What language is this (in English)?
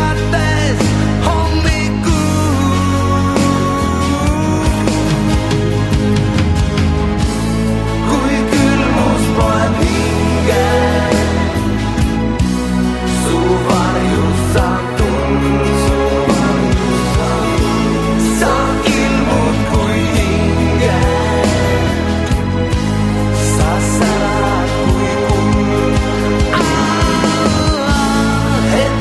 Estonian